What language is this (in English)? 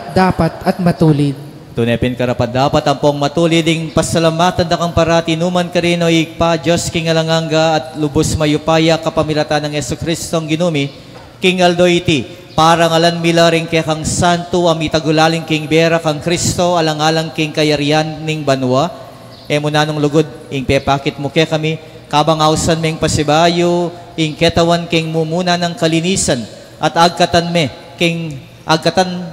Pampanga